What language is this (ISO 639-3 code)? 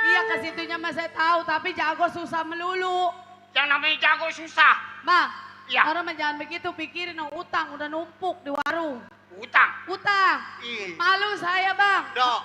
bew